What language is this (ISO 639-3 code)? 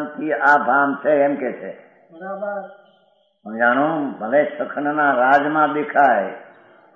guj